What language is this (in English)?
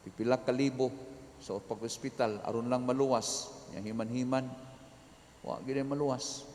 Cebuano